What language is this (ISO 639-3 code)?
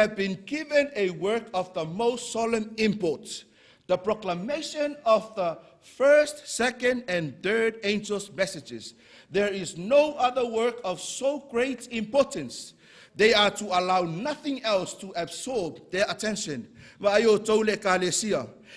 smo